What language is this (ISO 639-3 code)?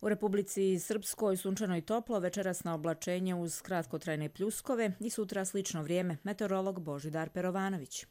hrv